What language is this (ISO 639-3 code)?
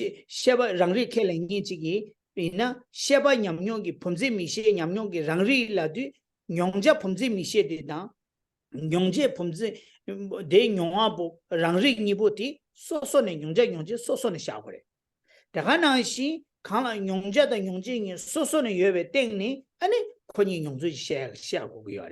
bod